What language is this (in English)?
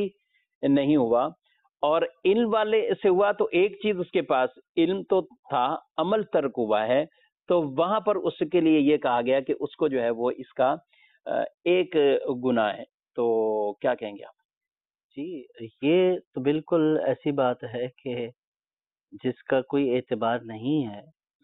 Urdu